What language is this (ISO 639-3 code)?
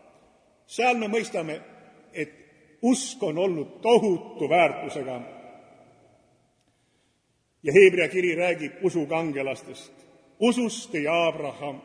est